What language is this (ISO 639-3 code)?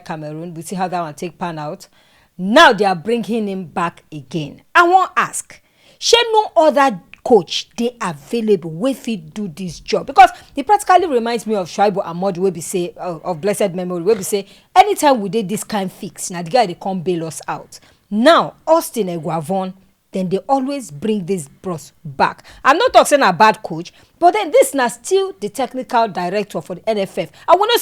pcm